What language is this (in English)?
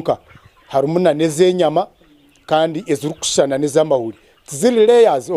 Nyankole